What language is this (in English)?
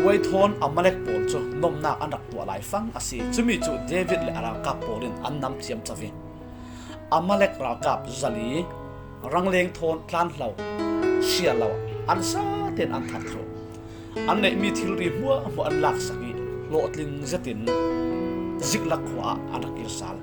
Falam Chin